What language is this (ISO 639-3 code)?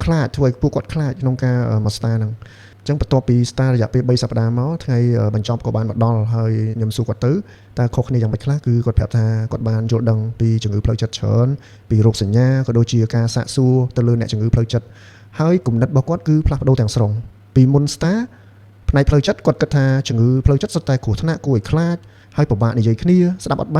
khm